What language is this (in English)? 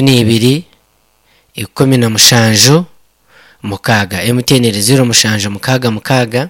Nyankole